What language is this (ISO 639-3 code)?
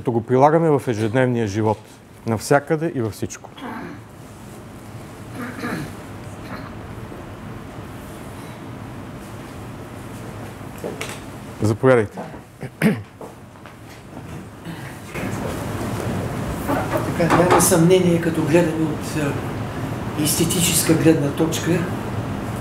bul